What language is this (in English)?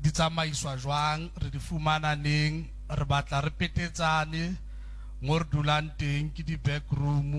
Southern Sotho